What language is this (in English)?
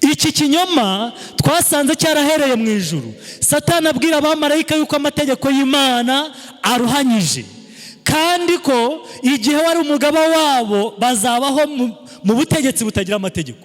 Kinyarwanda